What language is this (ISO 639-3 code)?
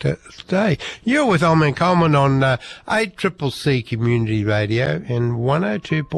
eng